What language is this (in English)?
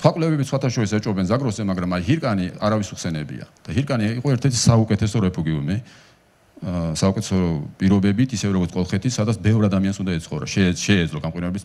Georgian